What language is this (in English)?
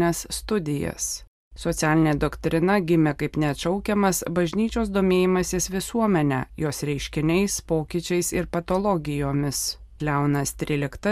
Lithuanian